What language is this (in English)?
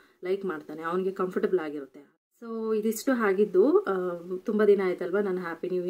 Kannada